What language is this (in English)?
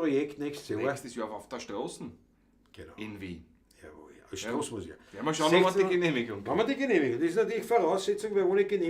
Bavarian